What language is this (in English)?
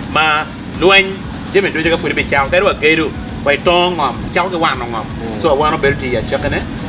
Acoli